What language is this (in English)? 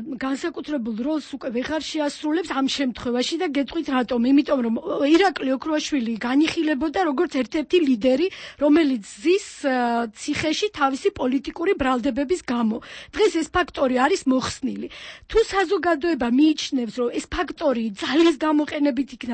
Georgian